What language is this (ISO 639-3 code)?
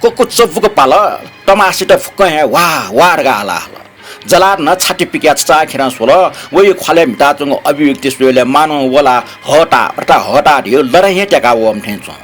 new